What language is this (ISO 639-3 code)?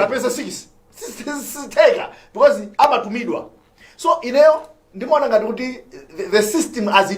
nya